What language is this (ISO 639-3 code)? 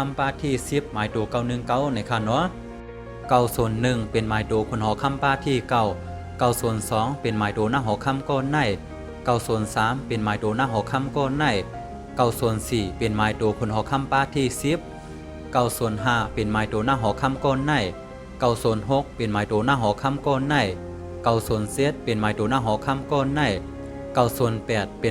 shn